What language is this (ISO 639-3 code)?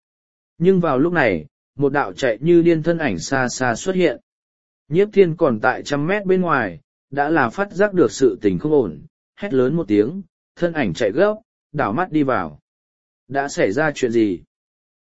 vie